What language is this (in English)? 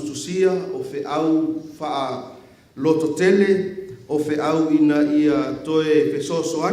Samoan